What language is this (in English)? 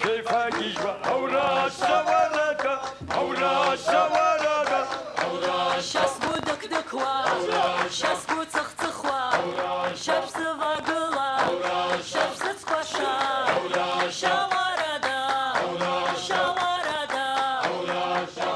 Abkhazian